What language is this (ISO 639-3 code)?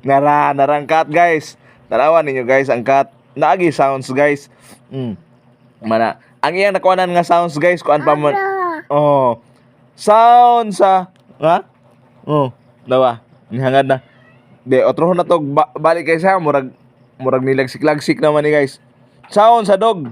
ceb